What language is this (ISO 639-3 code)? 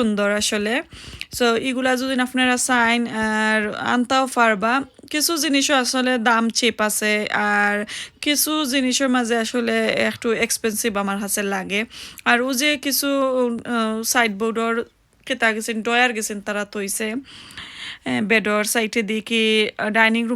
syl